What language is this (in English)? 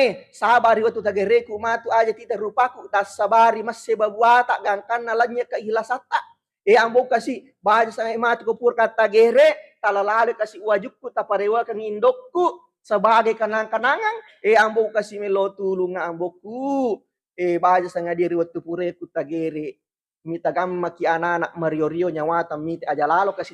Buginese